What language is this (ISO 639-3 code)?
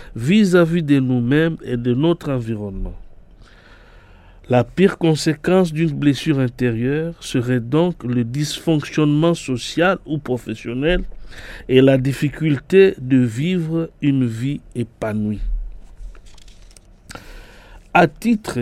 fra